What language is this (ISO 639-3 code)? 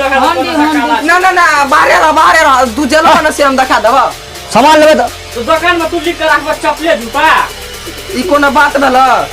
mai